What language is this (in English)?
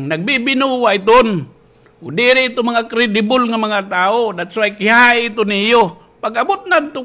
Waray